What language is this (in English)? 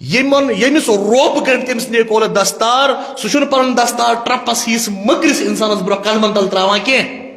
Kashmiri